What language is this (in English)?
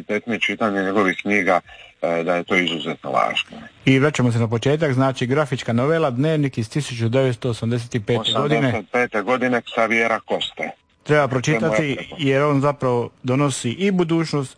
Croatian